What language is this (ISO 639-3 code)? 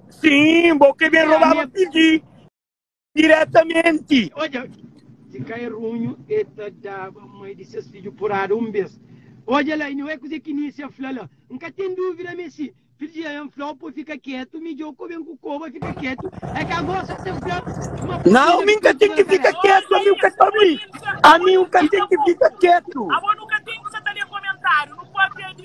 kea